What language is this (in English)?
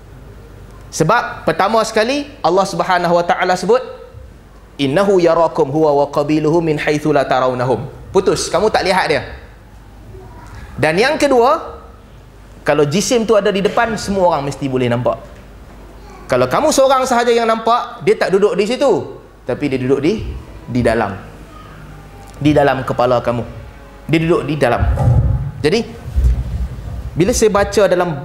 Malay